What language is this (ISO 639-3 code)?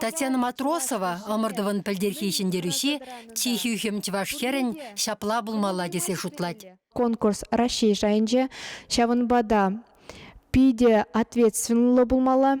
chv